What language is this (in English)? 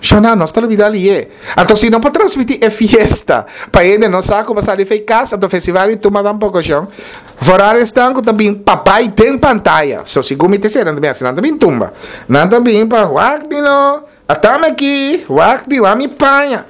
Papiamento